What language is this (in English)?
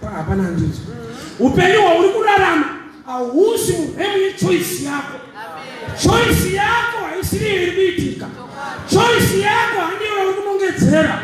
Shona